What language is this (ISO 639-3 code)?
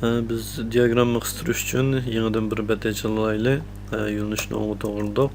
uig